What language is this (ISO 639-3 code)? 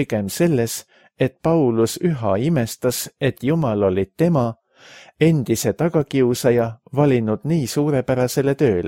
est